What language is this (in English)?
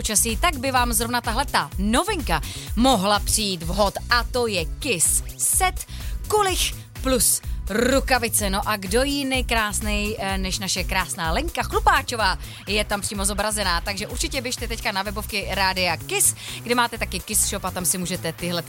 Czech